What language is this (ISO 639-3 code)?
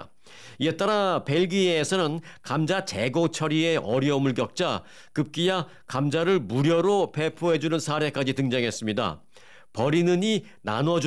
kor